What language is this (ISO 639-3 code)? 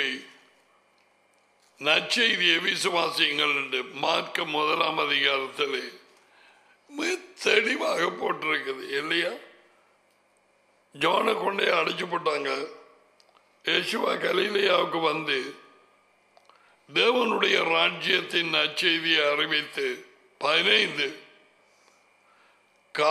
tam